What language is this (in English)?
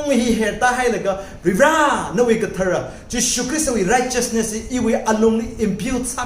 Tangkhul Naga (India)